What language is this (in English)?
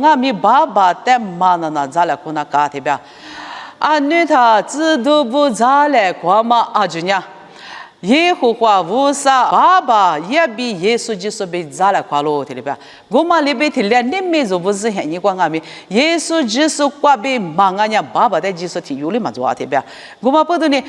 Lisu